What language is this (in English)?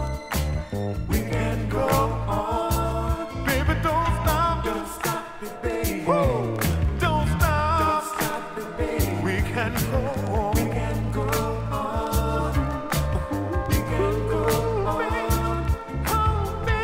English